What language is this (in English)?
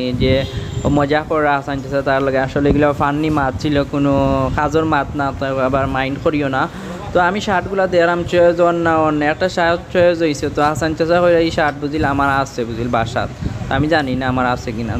Sylheti